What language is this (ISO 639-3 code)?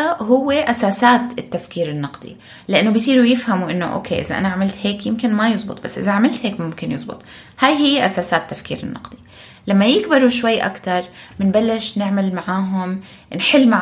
apc